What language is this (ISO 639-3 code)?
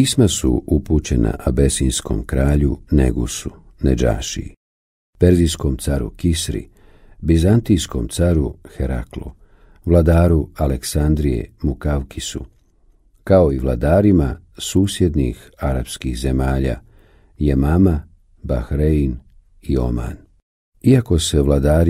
bos